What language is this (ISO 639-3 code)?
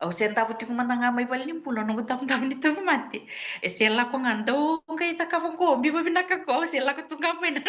fij